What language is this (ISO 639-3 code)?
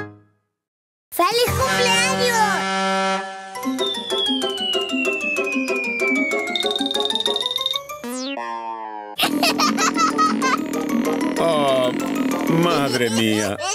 spa